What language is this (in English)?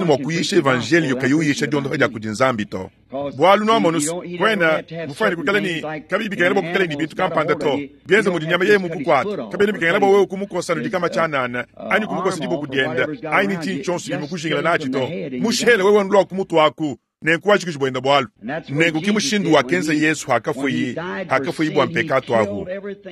Luba-Lulua